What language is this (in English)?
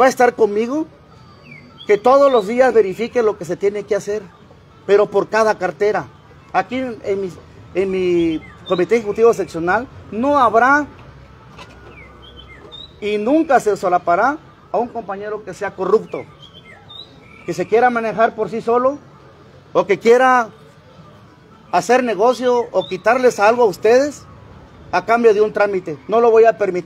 Spanish